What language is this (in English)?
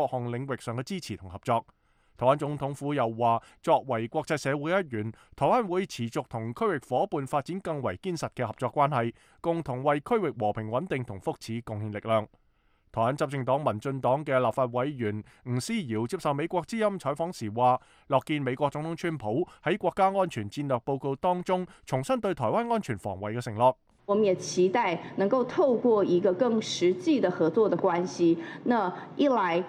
Cantonese